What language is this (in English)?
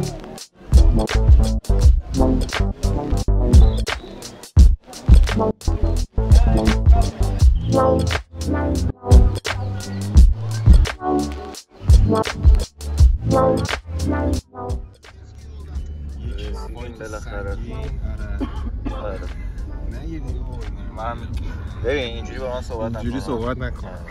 Persian